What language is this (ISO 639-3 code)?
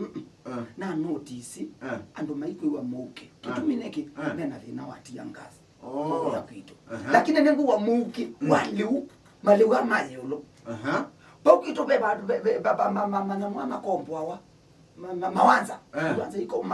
kam